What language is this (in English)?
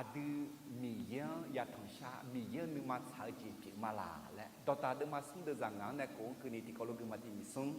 Akha